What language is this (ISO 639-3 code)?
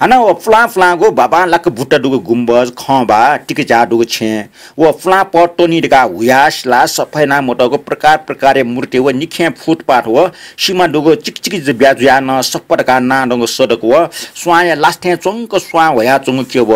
new